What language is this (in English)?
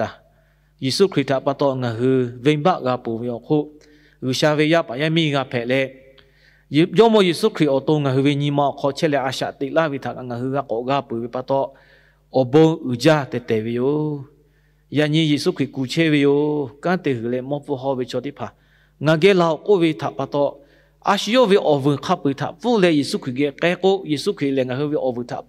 Lahu